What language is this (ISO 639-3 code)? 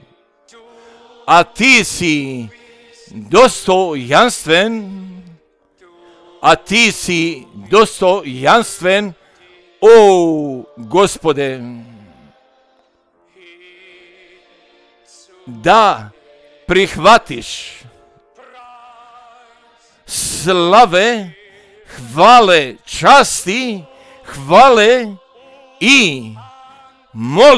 hrv